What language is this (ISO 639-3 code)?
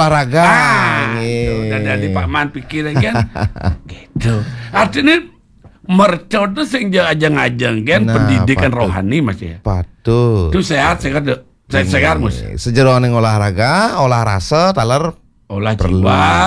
ban